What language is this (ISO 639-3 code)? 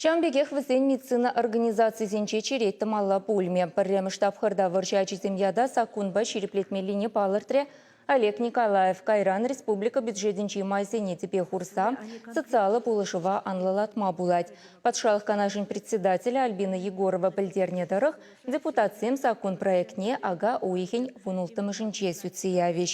chv